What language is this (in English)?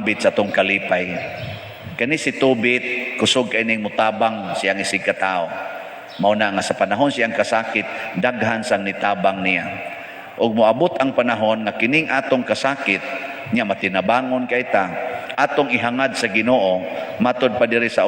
Cebuano